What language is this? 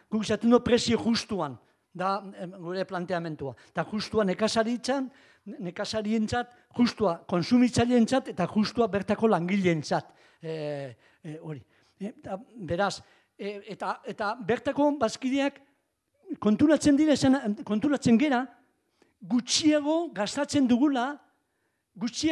Basque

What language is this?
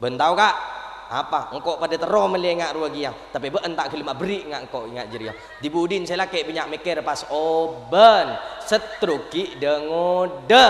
Madurese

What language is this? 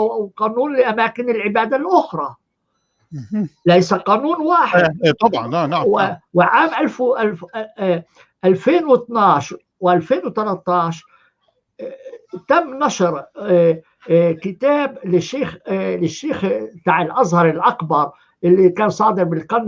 North Levantine Arabic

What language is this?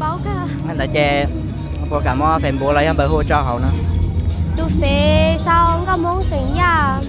Hmong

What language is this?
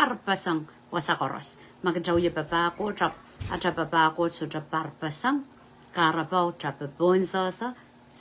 Pohnpeian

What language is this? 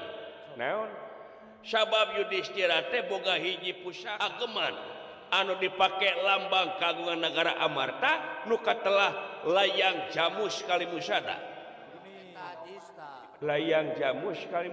Sundanese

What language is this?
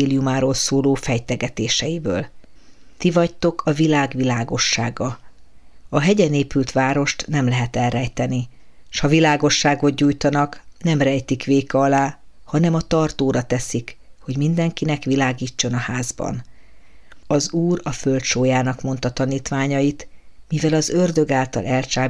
Hungarian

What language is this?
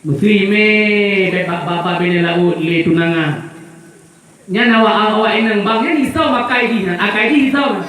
Achinese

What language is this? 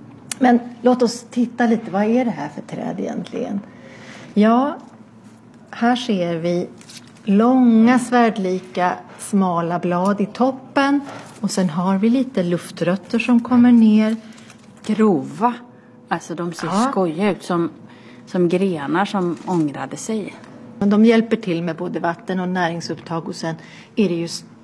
Swedish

